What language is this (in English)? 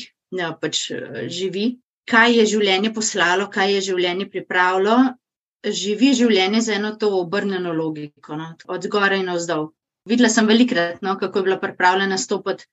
Slovenian